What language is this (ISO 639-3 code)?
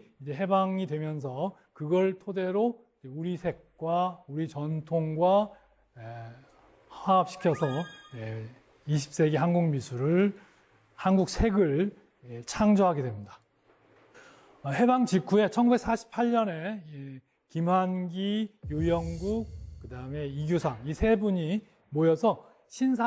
kor